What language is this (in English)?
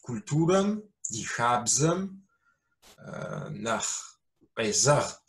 Kabardian